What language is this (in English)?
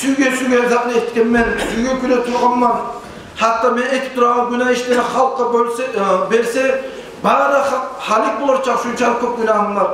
Kumyk